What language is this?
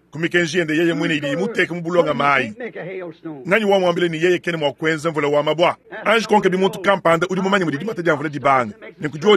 Luba-Lulua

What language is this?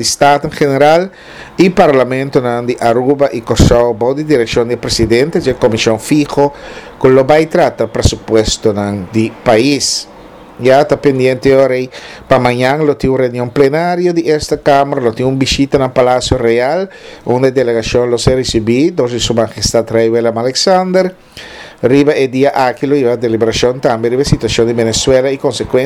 Papiamento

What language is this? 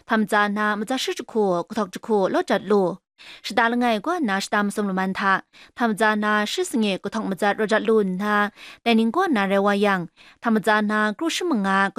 Kachin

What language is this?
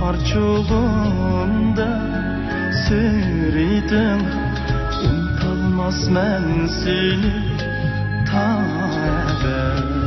Uyghur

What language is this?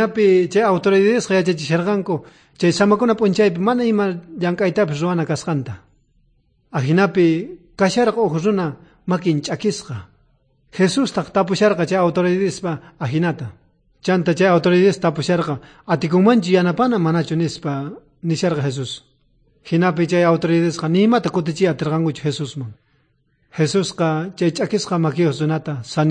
South Bolivian Quechua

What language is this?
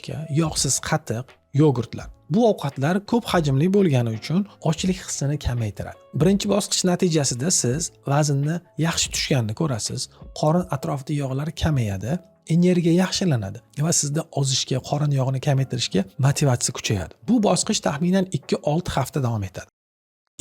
Uzbek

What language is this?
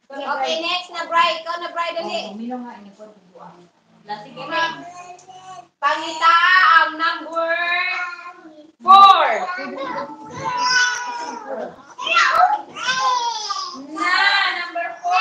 Cebuano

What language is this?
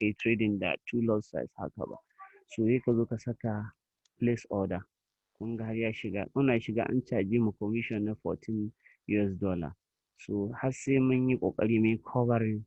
Hausa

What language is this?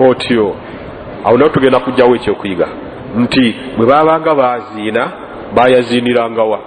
Ganda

